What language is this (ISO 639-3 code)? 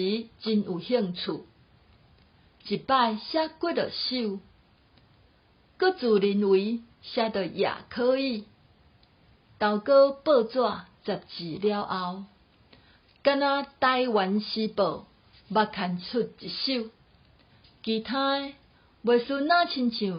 nan